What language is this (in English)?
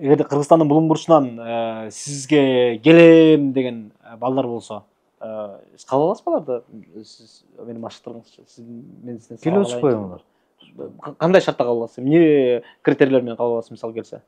Kyrgyz